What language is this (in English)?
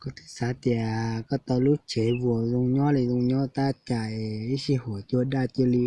Hmong